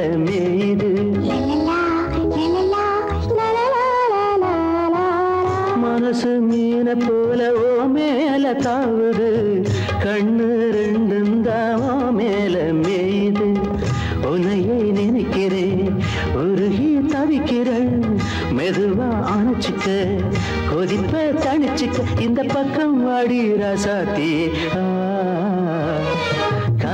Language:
Tamil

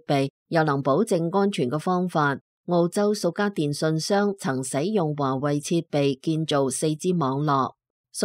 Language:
Cantonese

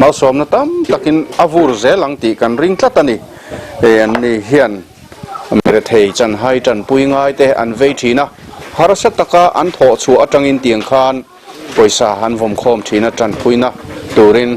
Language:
Mizo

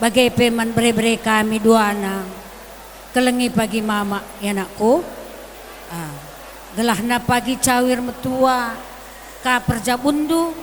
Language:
Batak Karo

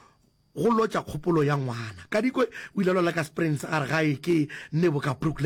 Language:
Northern Sotho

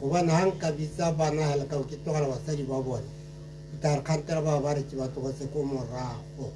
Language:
Tswana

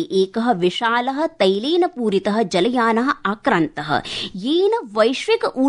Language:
Sanskrit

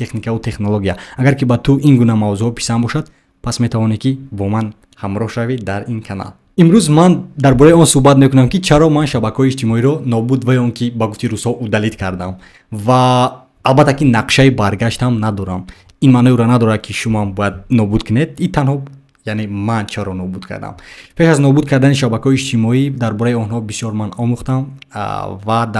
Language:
Tajik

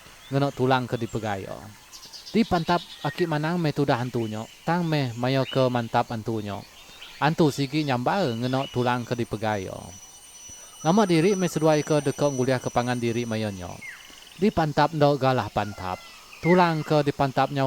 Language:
Iban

